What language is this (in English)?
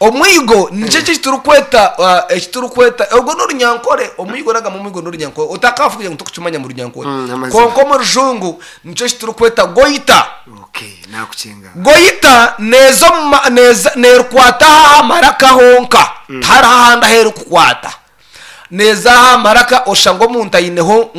Nyankole